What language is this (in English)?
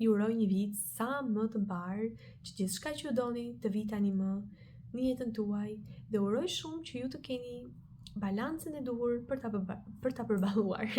Albanian